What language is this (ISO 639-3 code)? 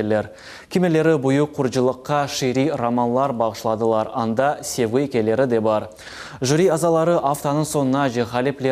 crh